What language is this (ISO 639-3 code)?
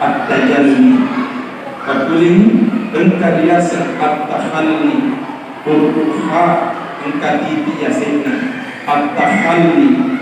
bug